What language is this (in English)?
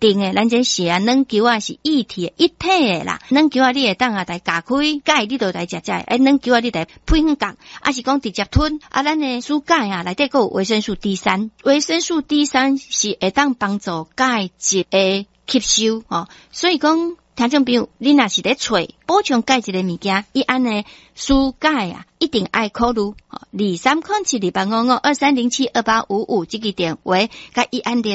Min Nan Chinese